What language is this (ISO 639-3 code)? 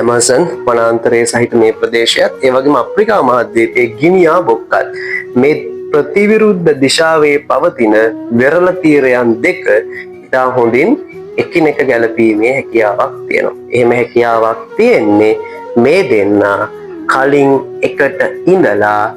sin